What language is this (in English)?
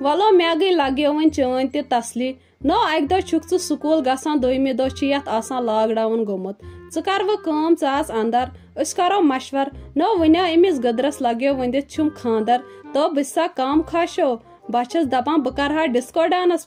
Kashmiri